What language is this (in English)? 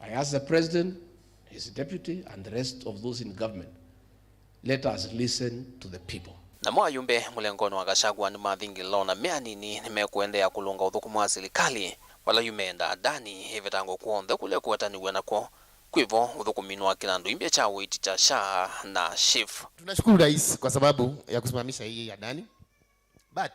Kamba